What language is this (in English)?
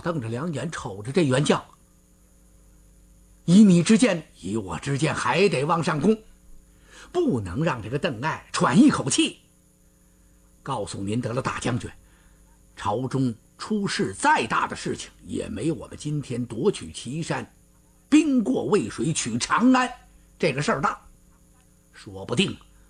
Chinese